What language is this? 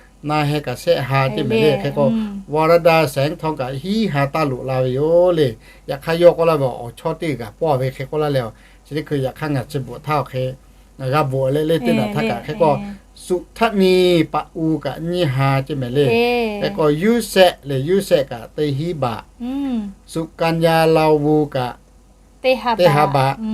Lahu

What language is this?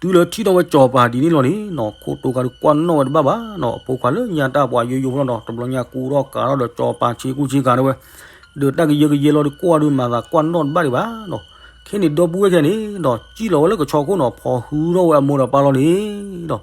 S'gaw Karen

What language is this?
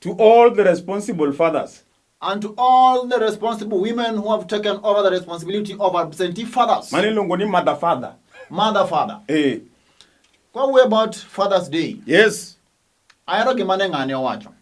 Luo (Kenya and Tanzania)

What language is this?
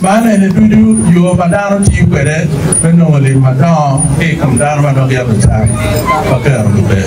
Acoli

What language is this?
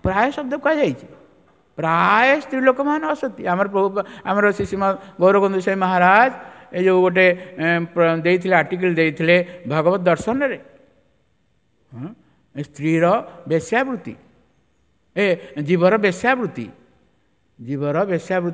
Odia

